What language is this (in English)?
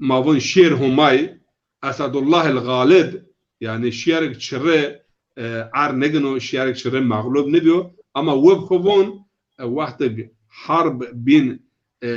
Zaza